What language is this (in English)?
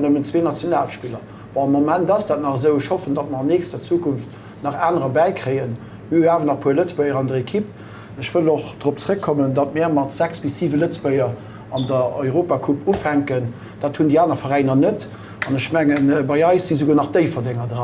Luxembourgish